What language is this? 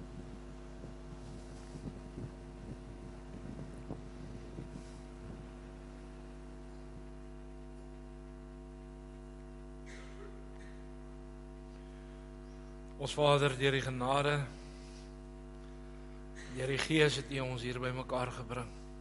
Afrikaans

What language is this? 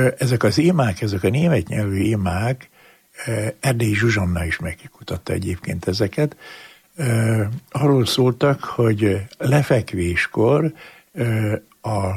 Hungarian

